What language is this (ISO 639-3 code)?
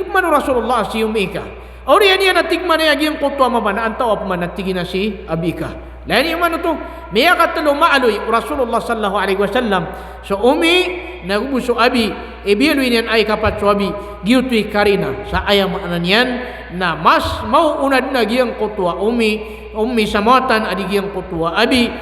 mrw